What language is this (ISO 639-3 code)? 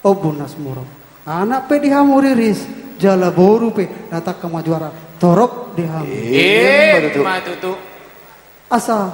bbc